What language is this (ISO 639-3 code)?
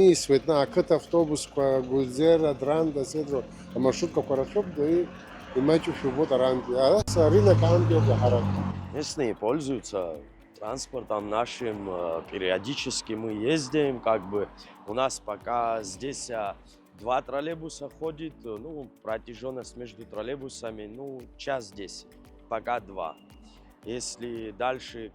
abk